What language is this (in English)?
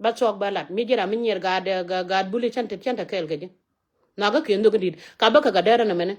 Nuer